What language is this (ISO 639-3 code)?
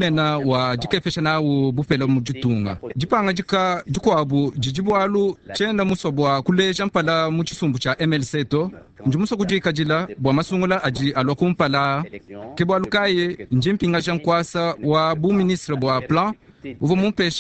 lua